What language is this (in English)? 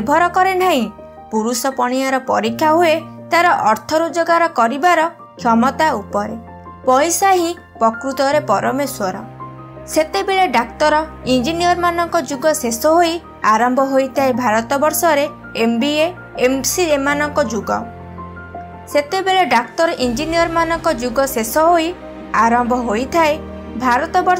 Odia